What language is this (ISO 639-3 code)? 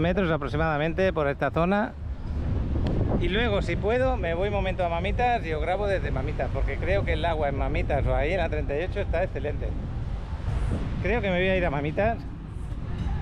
spa